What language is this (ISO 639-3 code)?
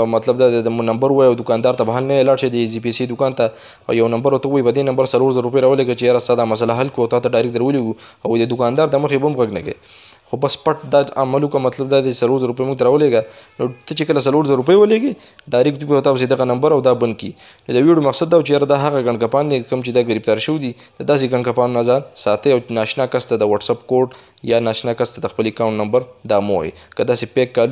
pus